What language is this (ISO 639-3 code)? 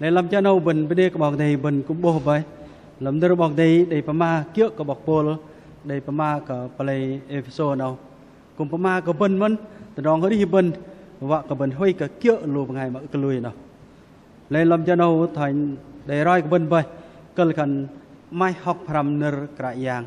bdq